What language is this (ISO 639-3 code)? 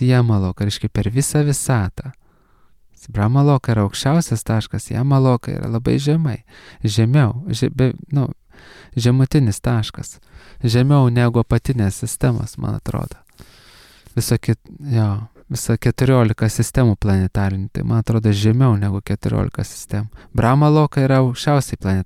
lit